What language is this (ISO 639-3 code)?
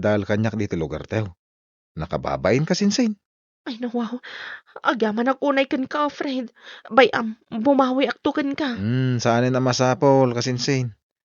ilo